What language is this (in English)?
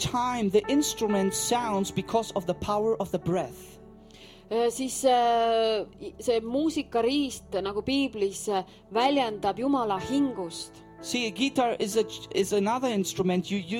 Estonian